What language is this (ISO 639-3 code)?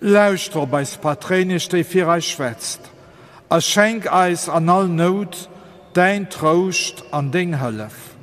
ltz